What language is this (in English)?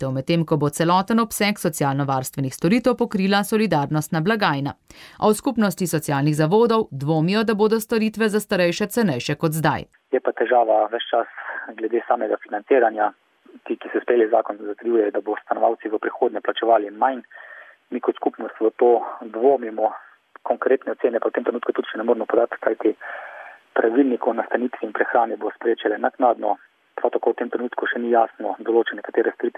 Slovenian